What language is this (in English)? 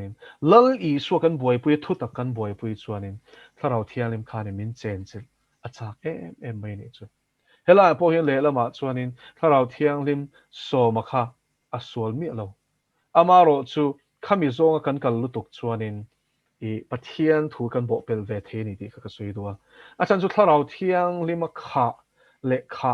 Mizo